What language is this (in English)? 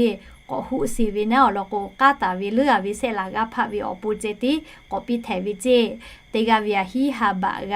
Lahu